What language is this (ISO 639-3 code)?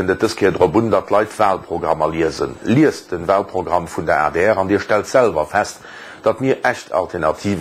ltz